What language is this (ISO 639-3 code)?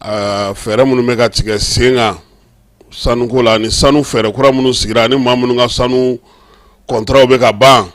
bam